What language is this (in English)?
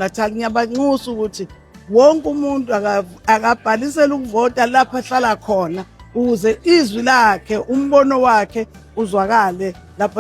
Zulu